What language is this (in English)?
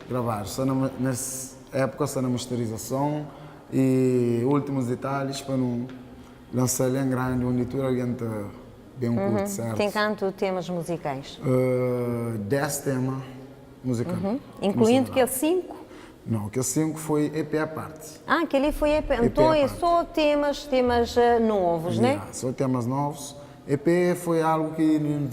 Kabuverdianu